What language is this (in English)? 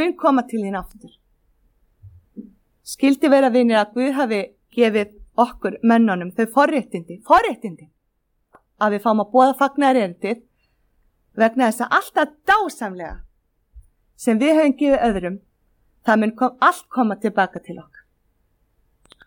Icelandic